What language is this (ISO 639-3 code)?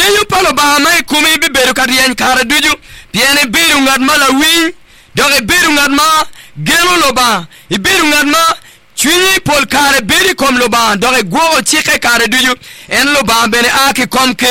ach